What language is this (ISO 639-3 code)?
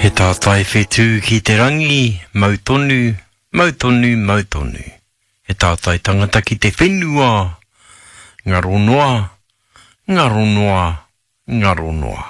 mri